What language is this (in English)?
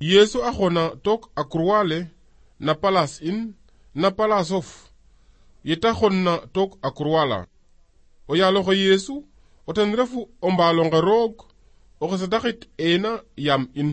Serer